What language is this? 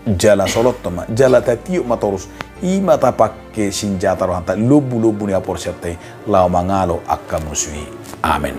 Batak Toba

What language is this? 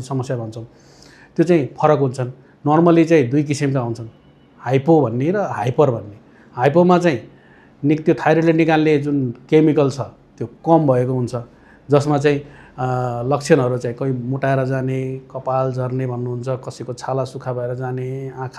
Nepali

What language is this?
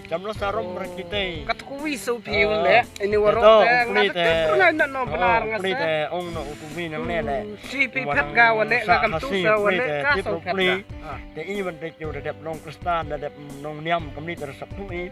Khasi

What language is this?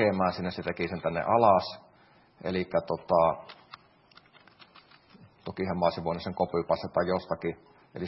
Finnish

